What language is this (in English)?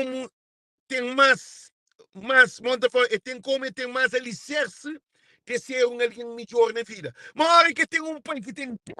Kabuverdianu